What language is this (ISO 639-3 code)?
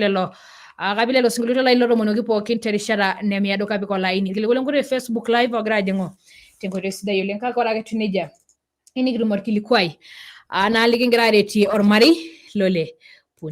mas